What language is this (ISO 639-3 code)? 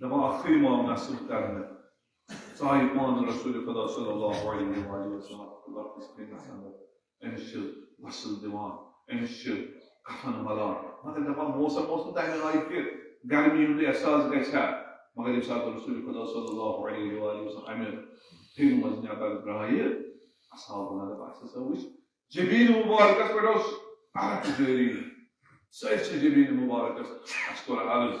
kas